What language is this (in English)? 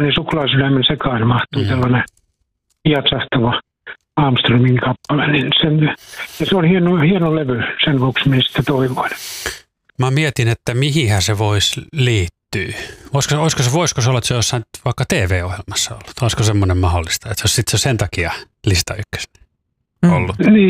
Finnish